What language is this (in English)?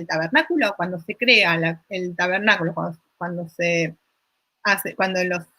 Ladino